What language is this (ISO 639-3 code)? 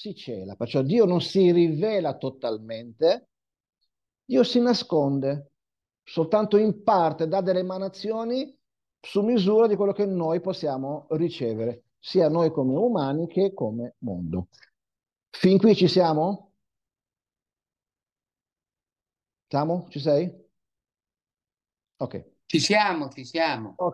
ita